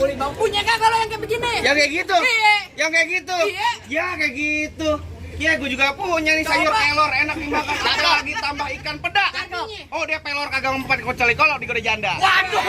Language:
Betawi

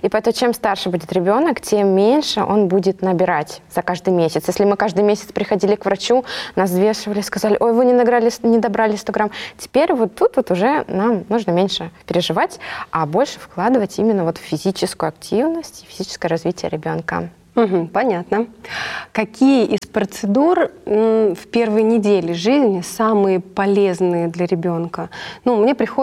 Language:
Russian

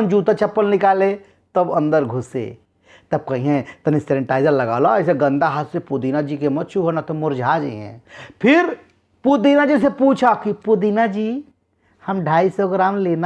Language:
Bhojpuri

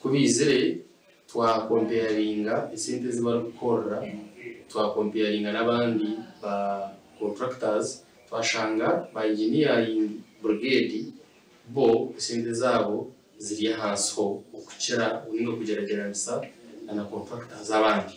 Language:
Nyankole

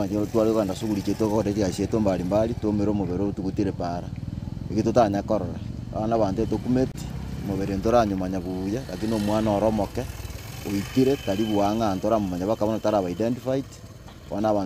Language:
Gusii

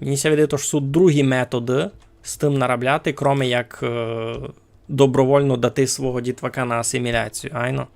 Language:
Rusyn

